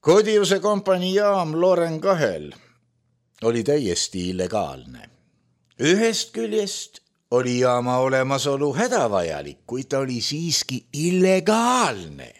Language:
Estonian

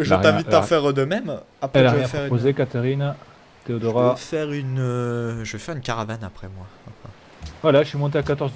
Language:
French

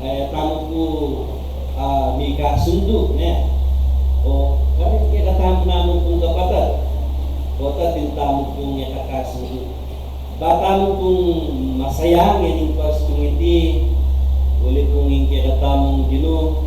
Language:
Pampanga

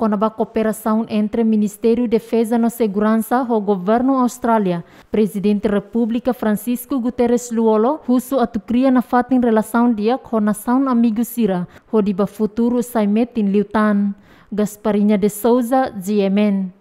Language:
Tetum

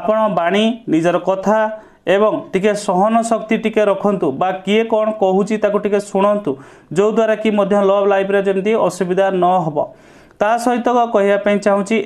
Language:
Odia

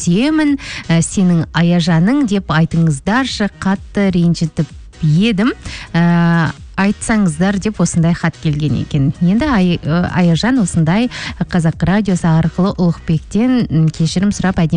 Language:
Kazakh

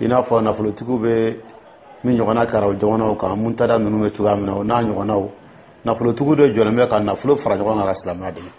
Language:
Dyula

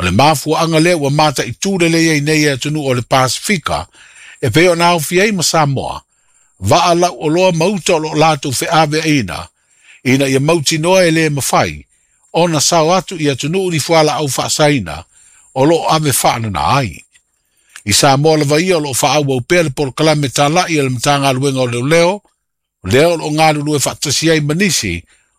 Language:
Samoan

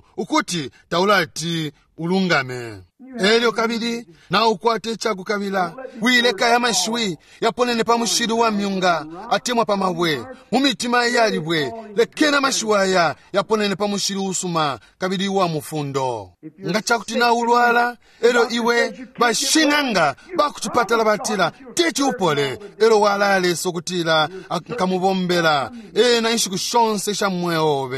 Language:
Bemba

